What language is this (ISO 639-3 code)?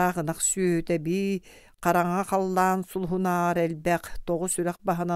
sah